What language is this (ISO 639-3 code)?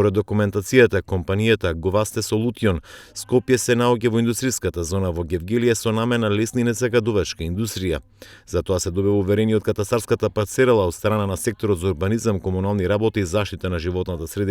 mkd